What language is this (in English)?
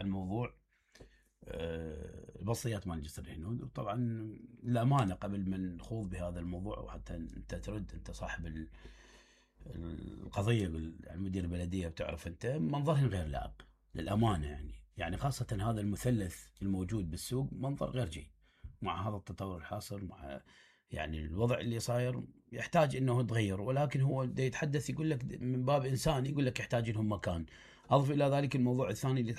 Mesopotamian Arabic